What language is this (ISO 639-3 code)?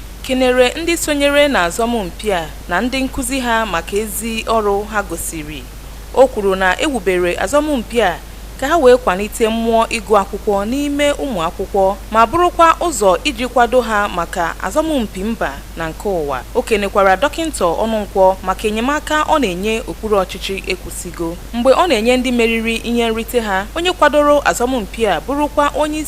ibo